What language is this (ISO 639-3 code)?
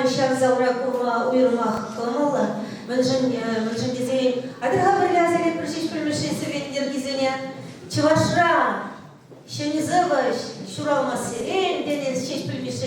chv